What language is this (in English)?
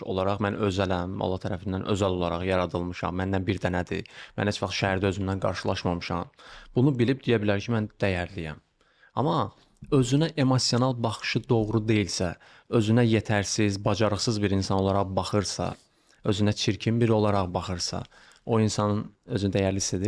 Azerbaijani